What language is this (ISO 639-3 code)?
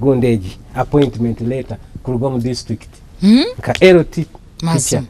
nyn